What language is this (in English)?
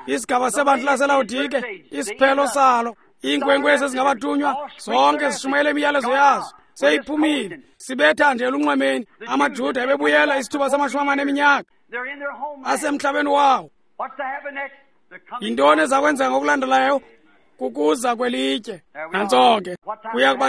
Xhosa